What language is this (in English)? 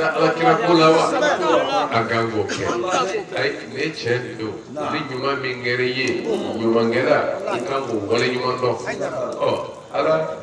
Bambara